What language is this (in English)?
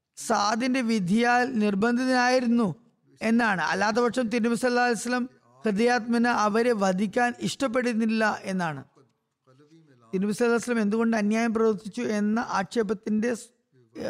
Malayalam